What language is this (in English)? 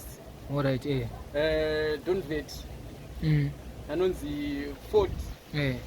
Shona